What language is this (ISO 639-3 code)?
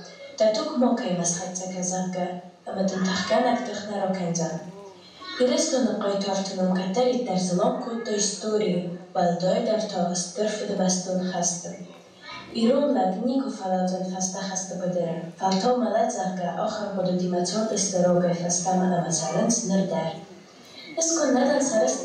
oss